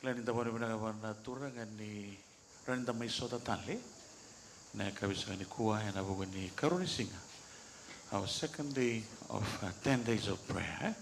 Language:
Fijian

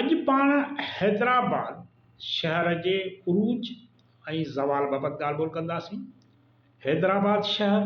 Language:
Sindhi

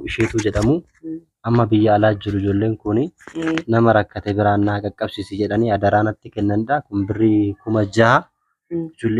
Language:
Oromo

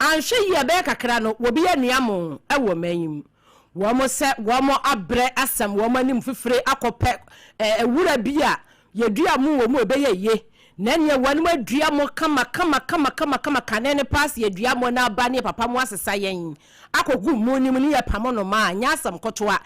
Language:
Akan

